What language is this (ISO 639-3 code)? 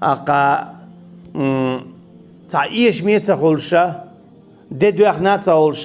che